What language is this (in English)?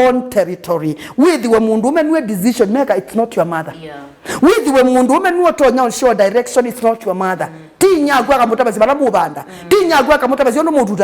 Kamba